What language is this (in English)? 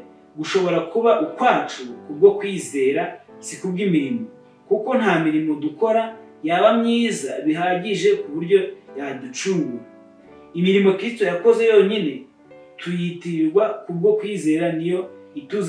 Kinyarwanda